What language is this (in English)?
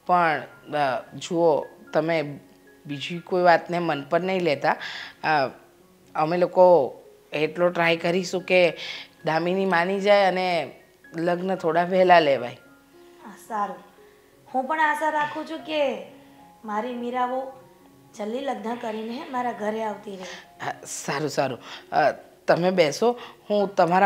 Gujarati